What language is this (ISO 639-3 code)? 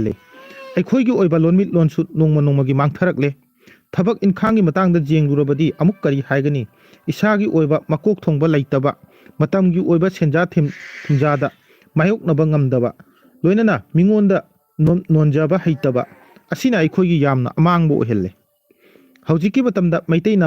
mni